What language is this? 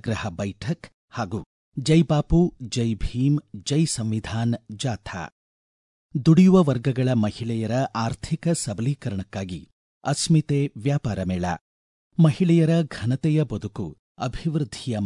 Kannada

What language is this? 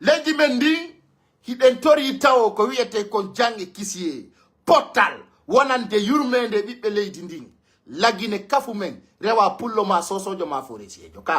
Pular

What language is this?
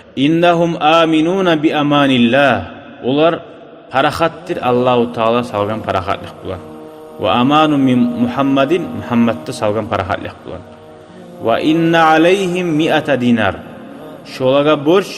Kumyk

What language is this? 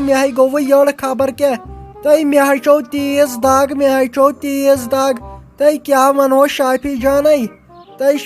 Kashmiri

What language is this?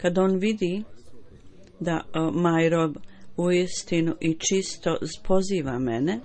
Bosnian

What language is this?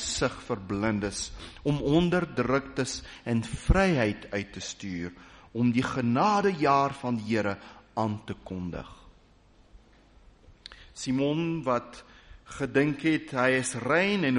Afrikaans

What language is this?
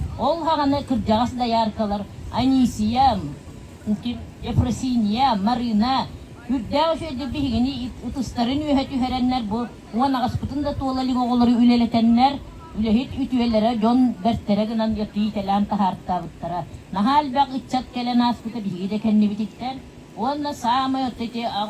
Yakut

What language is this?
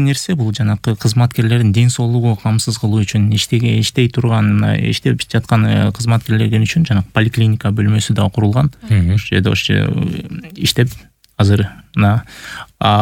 Kyrgyz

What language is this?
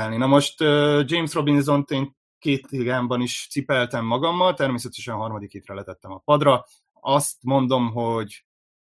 Hungarian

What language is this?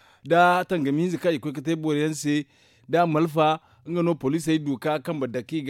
Zarma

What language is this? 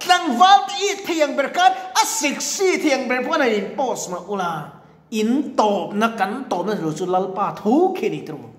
Mizo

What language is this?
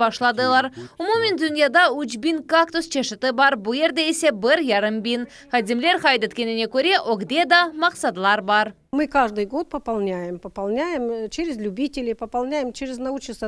Crimean Tatar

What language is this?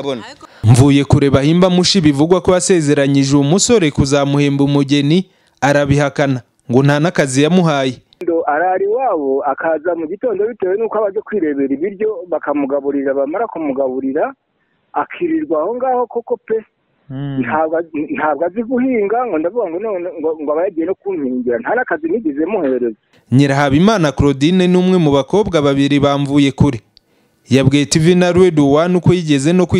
Kinyarwanda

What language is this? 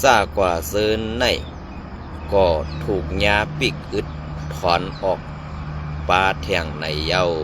Shan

